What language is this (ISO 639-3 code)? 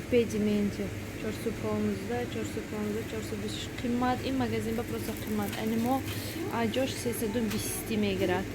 tgk